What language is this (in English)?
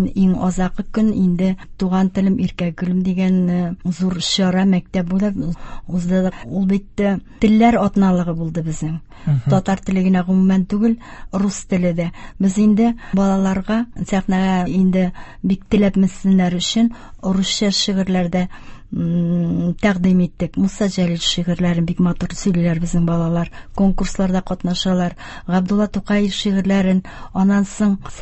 Tatar